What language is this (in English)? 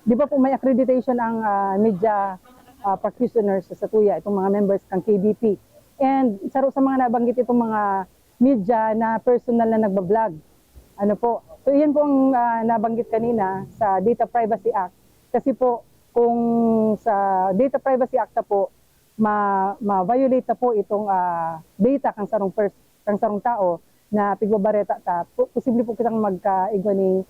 Bikol